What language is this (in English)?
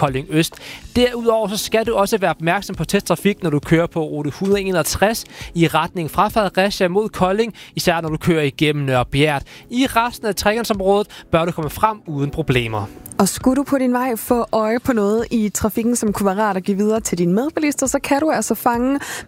Danish